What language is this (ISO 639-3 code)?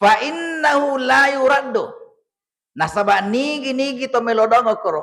bug